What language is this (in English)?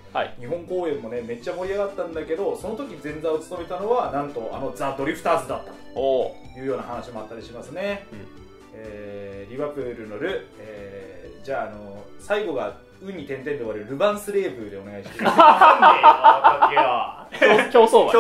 Japanese